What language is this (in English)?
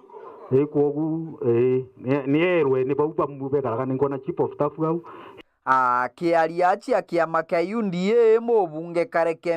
Meru